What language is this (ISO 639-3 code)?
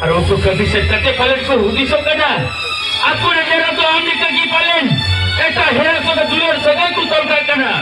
sat